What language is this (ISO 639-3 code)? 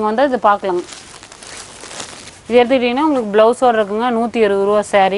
tam